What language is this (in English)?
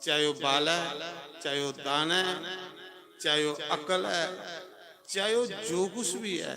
Dogri